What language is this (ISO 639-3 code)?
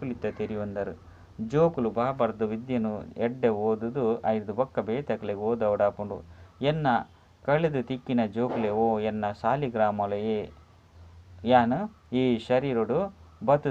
tcy